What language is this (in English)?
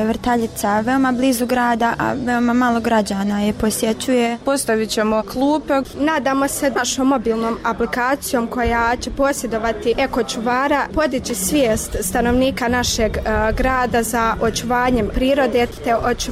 Bosnian